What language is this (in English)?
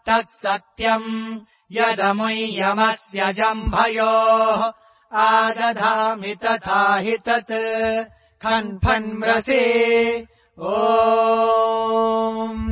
Sanskrit